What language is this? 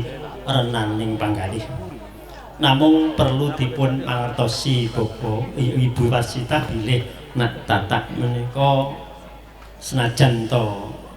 Javanese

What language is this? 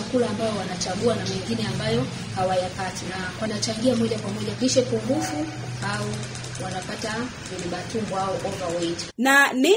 Swahili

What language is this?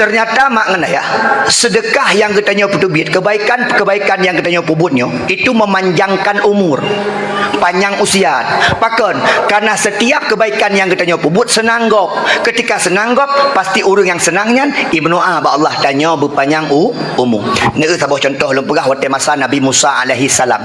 Achinese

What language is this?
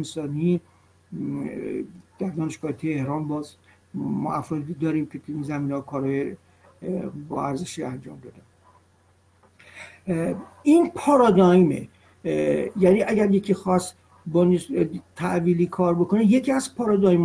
Persian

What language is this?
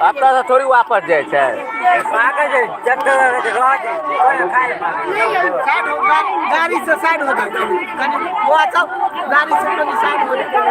Maithili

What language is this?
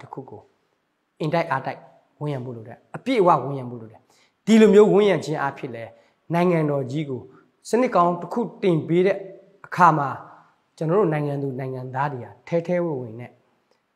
Burmese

